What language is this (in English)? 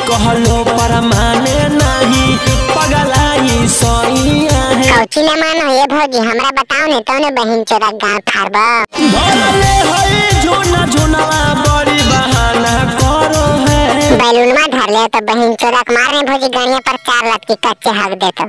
Magahi